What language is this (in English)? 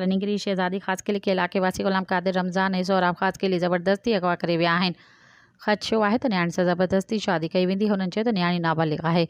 Sindhi